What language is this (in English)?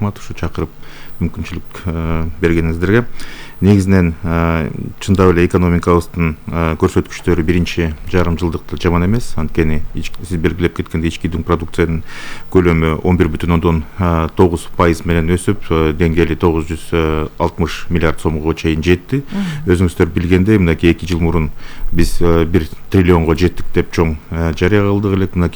Kyrgyz